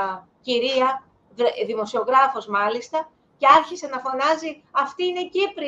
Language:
Greek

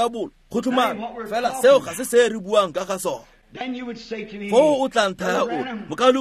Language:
Tswana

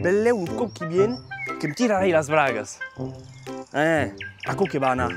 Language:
Occitan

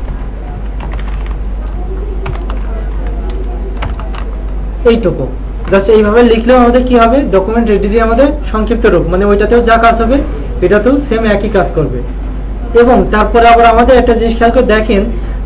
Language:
Bangla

